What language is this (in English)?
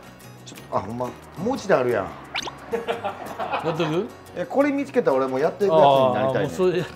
Japanese